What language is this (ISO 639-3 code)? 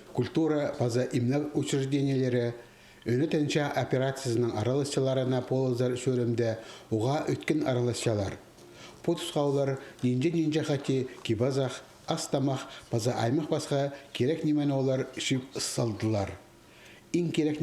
kjh